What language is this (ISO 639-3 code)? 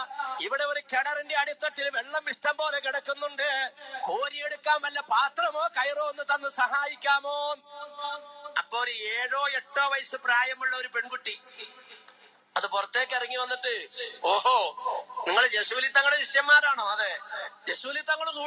mal